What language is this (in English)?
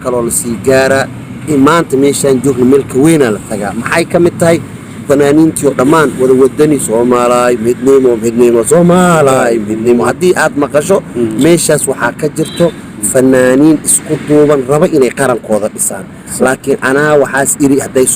Somali